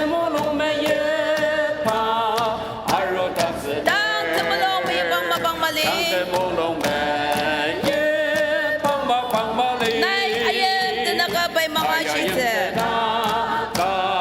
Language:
Ao Naga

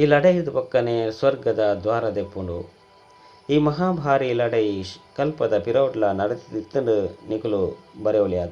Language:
Tulu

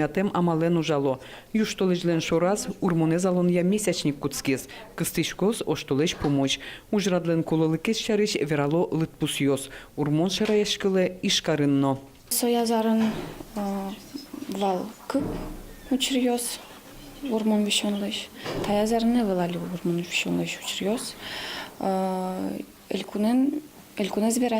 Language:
Udmurt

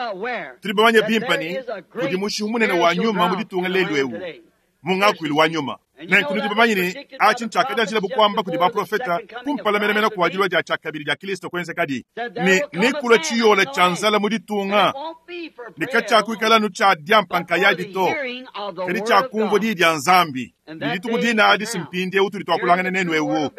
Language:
Luba-Lulua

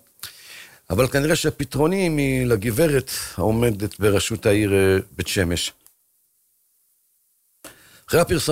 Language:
Hebrew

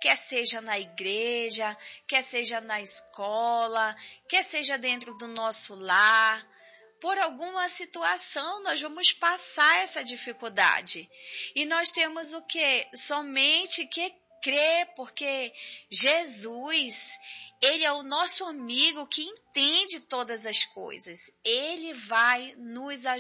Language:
Portuguese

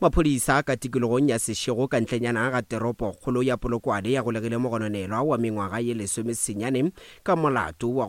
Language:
Northern Sotho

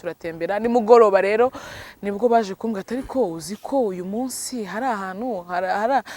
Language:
Kinyarwanda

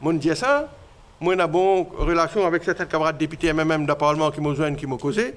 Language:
Morisyen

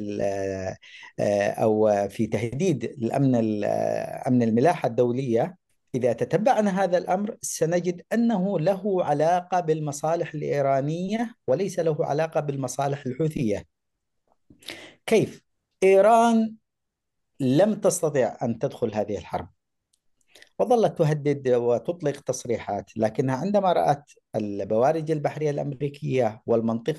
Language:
Arabic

